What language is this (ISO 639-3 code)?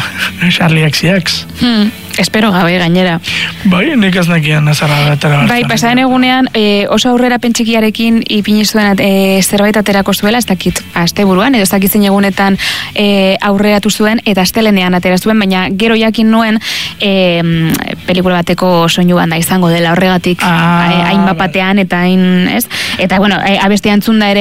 eus